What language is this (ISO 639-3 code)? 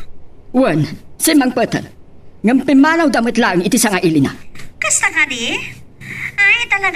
ilo